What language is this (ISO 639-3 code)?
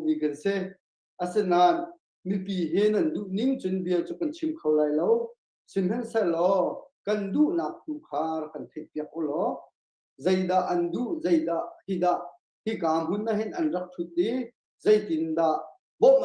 cnh